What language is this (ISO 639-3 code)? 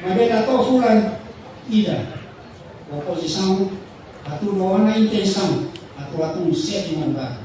tet